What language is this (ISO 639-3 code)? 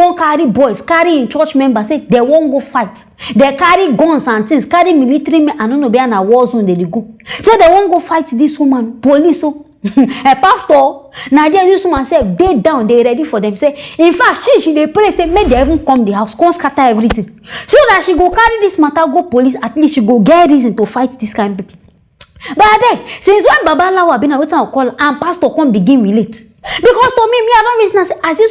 pcm